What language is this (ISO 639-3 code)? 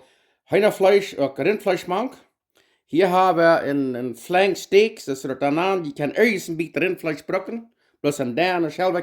pdt